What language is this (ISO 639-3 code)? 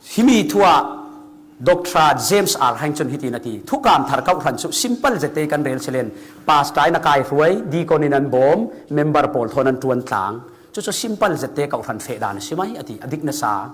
cfm